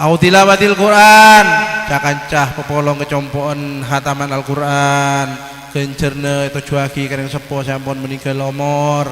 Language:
Madurese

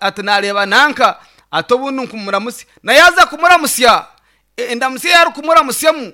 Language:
Nyankole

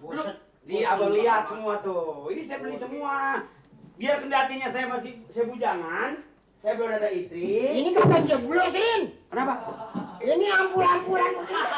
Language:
Betawi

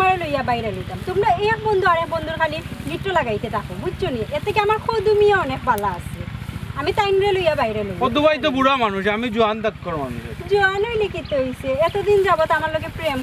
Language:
Sylheti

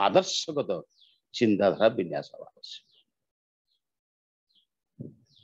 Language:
Odia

